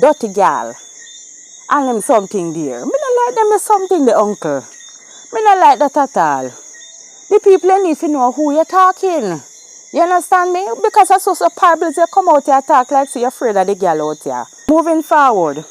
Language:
Jamaican Creole English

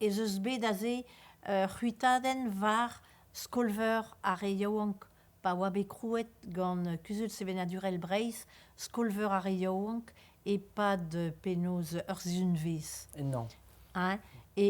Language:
Breton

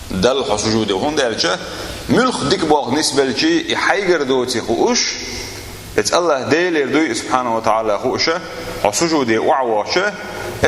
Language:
Chechen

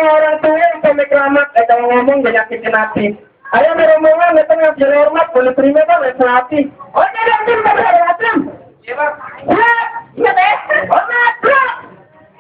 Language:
Betawi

